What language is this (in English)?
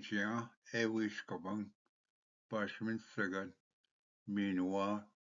Ojibwa